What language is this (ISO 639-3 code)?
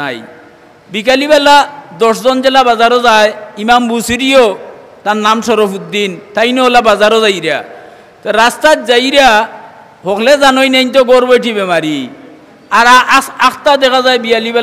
syl